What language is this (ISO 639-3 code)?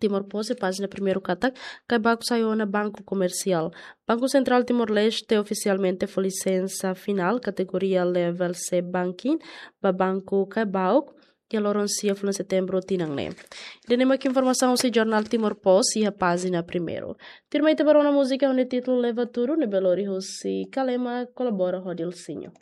tet